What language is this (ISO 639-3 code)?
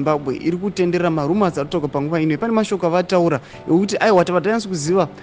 sna